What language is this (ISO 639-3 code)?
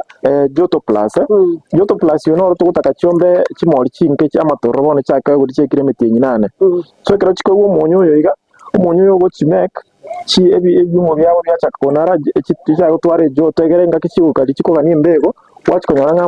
guz